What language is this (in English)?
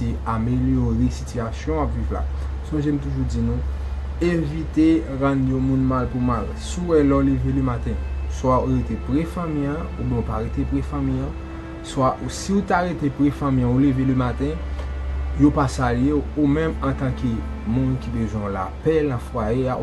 Haitian Creole